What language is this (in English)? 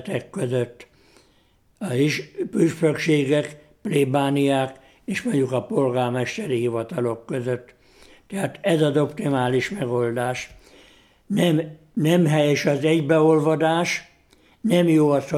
Hungarian